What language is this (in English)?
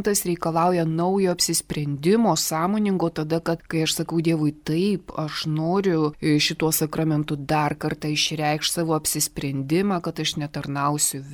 Lithuanian